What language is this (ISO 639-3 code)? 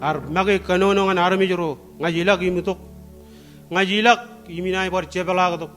mah